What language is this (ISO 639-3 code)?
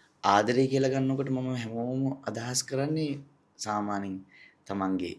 sin